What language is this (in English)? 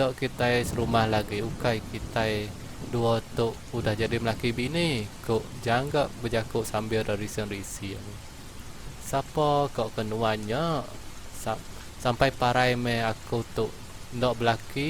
Iban